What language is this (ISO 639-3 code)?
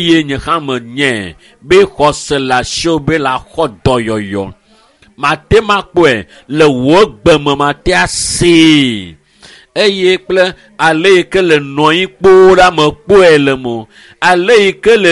ewe